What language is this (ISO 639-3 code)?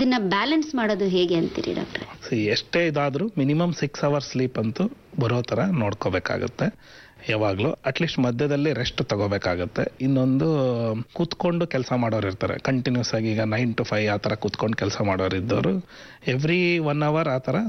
kan